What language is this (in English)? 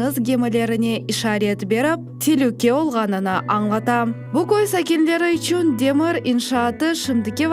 Crimean Tatar